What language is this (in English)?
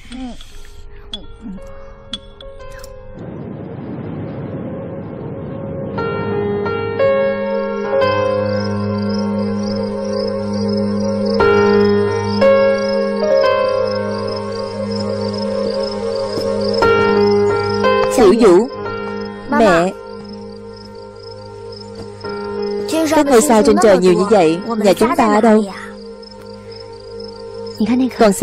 Vietnamese